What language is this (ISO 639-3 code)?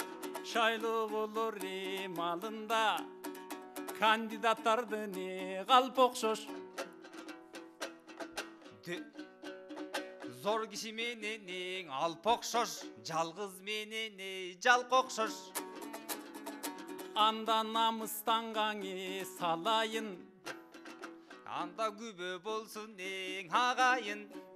kir